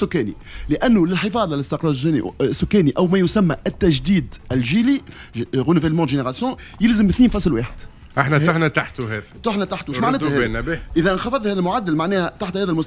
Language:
Tunisian Arabic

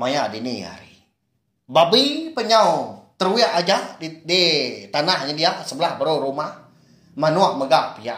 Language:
Iban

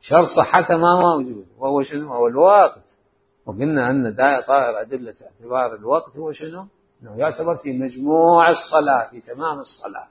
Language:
Mesopotamian Arabic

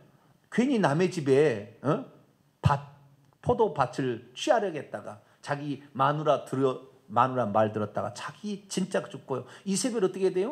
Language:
Korean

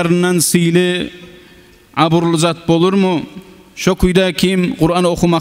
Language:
Kumyk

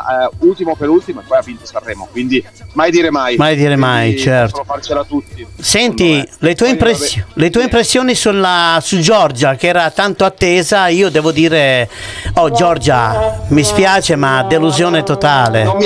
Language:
Italian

